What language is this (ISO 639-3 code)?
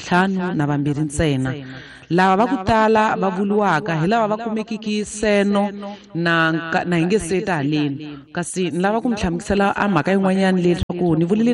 tso